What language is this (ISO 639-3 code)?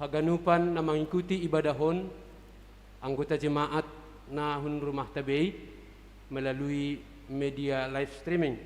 bts